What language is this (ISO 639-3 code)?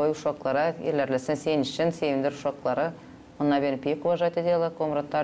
gag